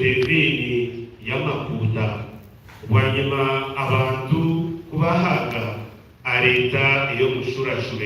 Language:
Nyankole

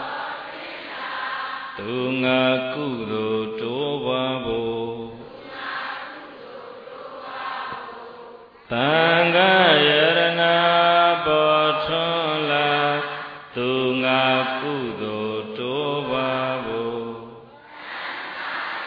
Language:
Burmese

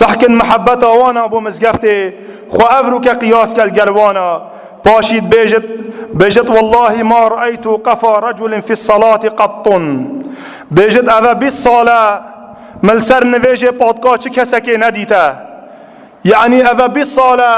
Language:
Kurdish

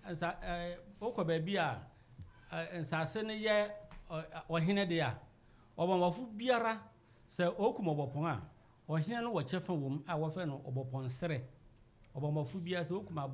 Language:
Akan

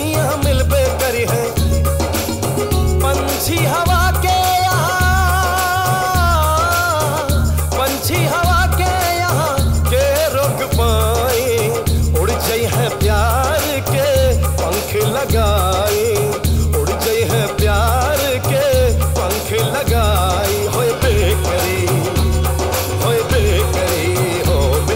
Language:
Bhojpuri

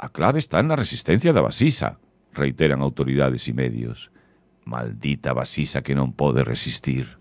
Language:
Galician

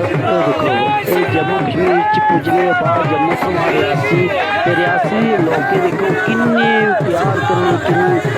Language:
Dogri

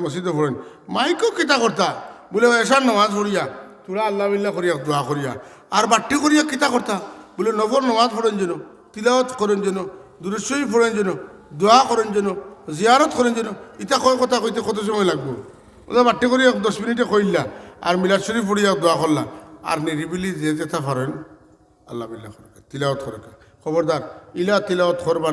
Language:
Sylheti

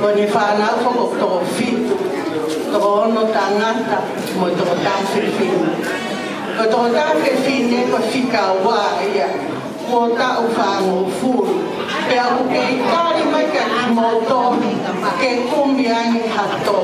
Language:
Tongan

